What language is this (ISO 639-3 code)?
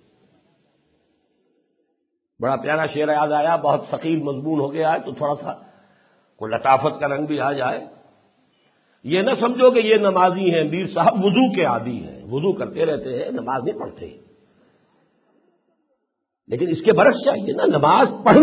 urd